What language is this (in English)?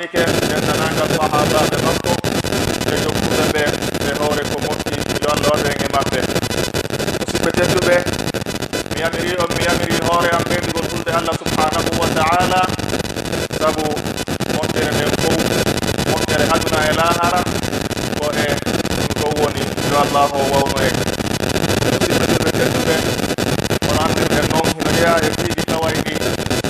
Pular